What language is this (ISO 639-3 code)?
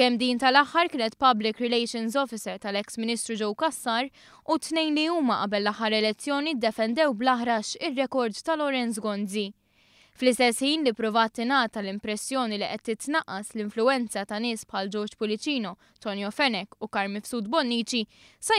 mlt